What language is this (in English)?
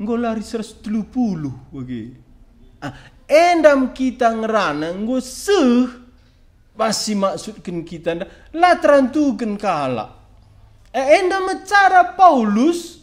Batak Karo